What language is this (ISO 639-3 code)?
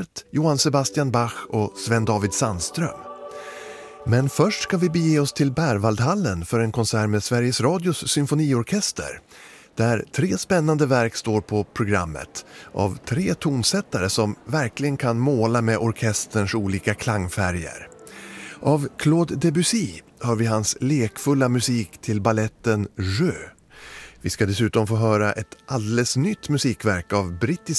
swe